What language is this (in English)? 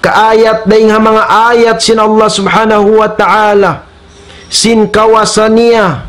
Tausug